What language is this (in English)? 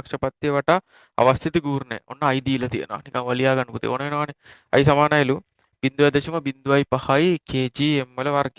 Sinhala